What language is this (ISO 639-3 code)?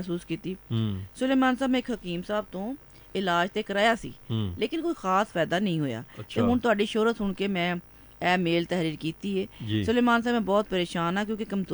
pan